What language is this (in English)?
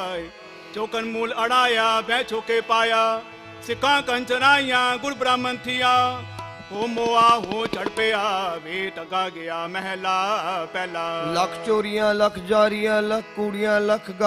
Punjabi